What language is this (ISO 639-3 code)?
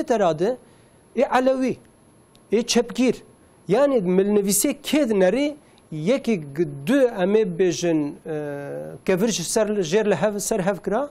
kur